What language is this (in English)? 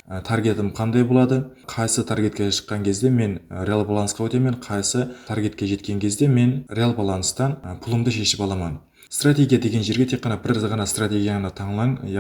Kara-Kalpak